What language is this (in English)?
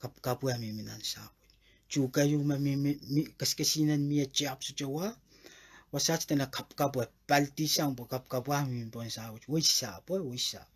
Pohnpeian